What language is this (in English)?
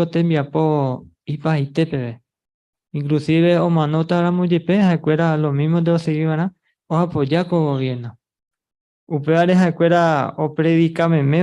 Guarani